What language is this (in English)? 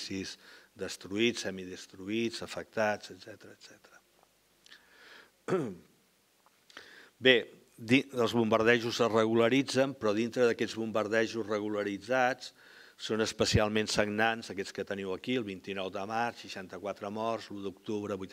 Catalan